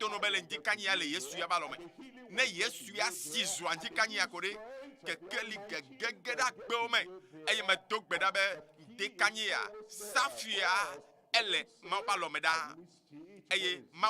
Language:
Ewe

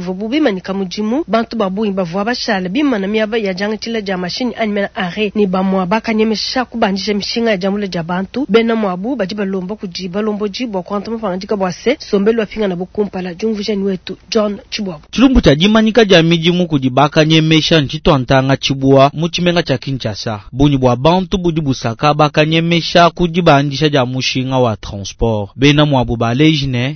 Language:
Luba-Lulua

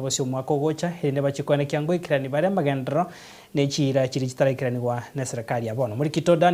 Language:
Gusii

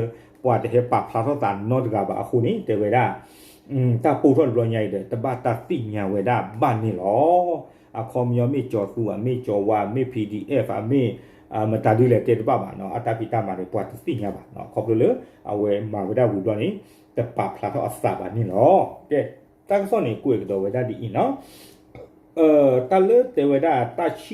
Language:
S'gaw Karen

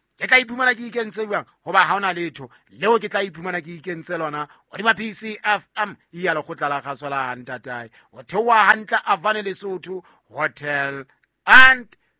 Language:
Southern Sotho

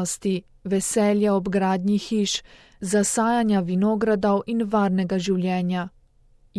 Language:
Slovenian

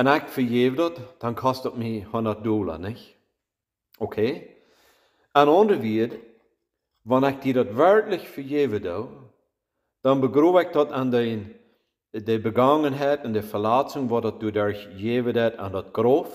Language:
Plautdietsch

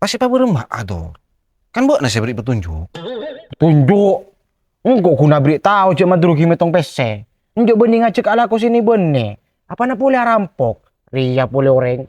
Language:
Madurese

